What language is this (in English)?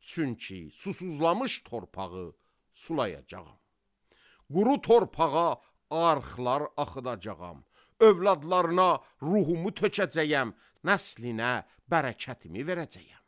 Azerbaijani